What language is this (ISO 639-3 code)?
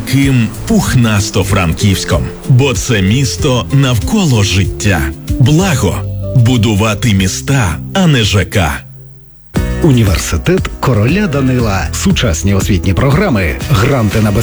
ukr